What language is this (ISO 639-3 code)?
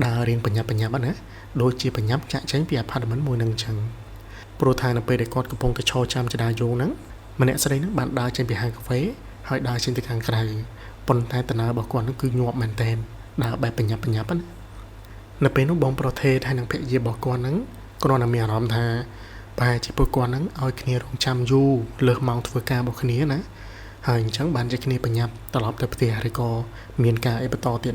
khm